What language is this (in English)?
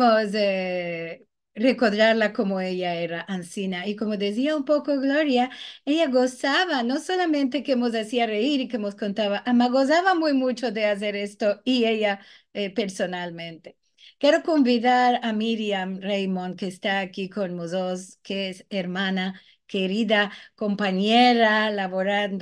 Ladino